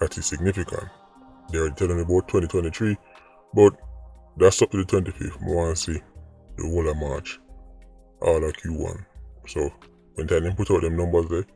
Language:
Jamaican Creole English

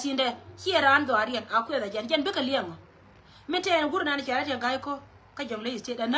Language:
Nuer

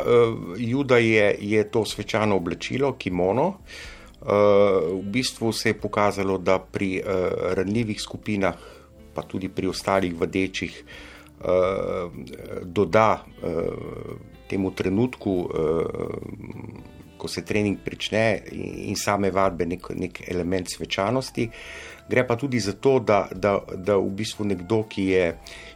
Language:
Slovenian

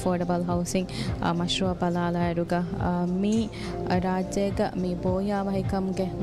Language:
Divehi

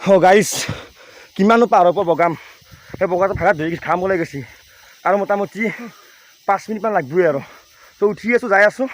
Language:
Assamese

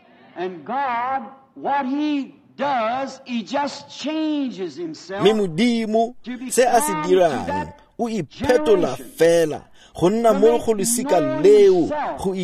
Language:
Tswana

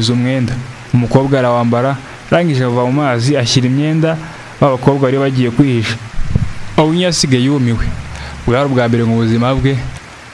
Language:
Kinyarwanda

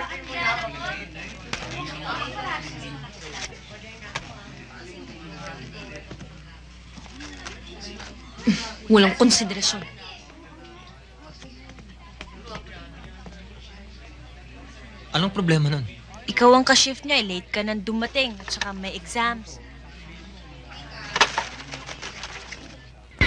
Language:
Filipino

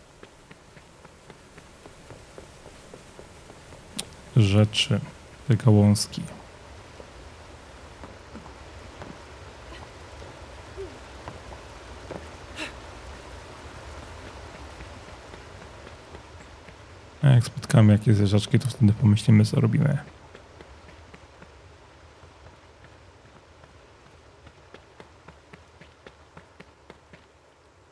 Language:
Polish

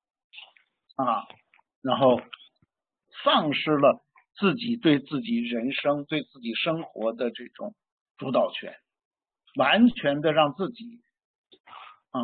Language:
Chinese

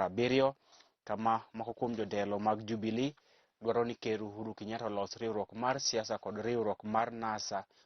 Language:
Luo (Kenya and Tanzania)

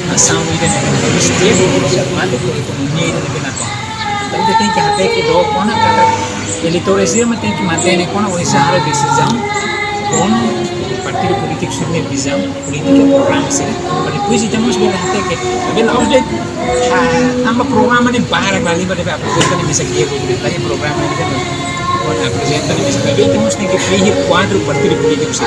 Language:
Tetum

